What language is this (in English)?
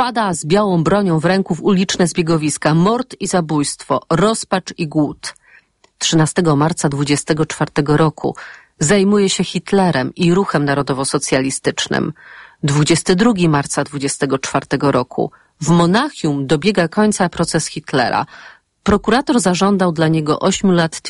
Polish